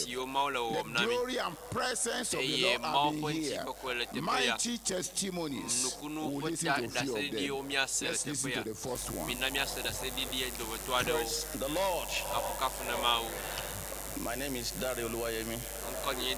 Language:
Ewe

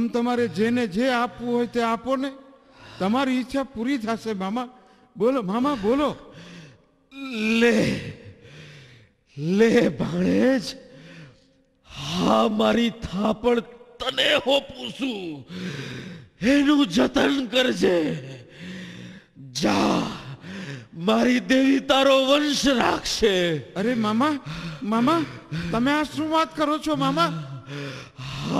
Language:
Gujarati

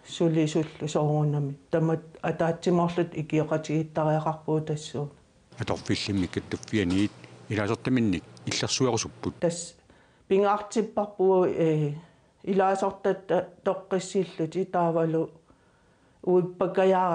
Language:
Kalaallisut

